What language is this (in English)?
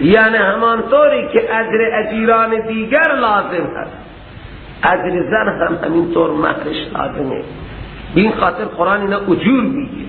Persian